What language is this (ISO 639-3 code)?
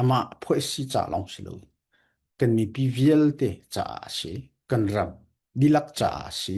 cfm